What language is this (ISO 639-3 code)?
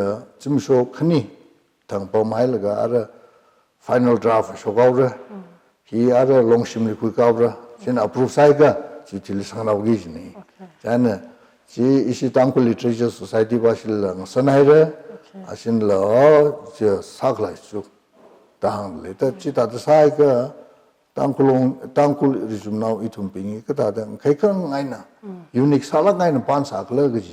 nmf